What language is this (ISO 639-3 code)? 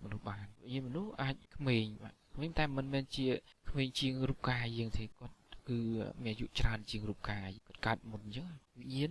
khm